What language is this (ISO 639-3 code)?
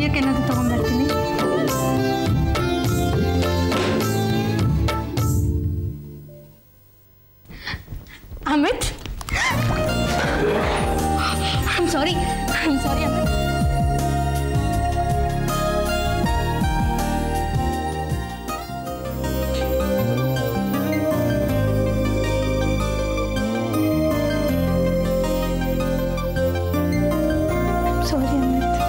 kan